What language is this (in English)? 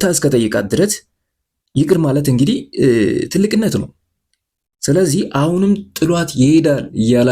Amharic